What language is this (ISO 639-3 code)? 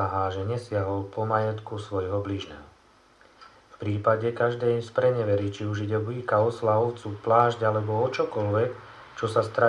slk